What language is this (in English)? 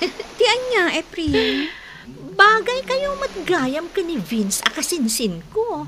Iloko